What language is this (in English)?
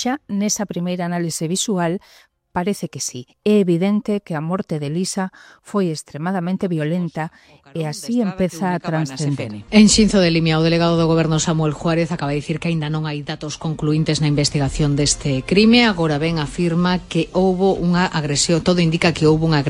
Galician